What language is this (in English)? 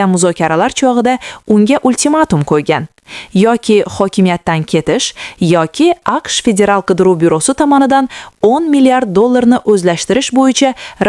Uzbek